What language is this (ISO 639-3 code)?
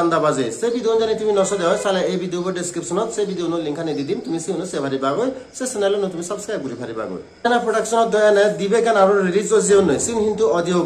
ccp